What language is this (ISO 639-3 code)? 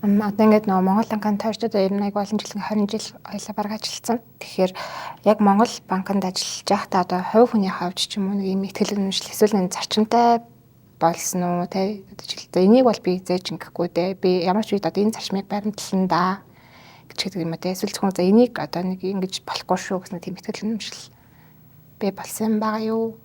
mon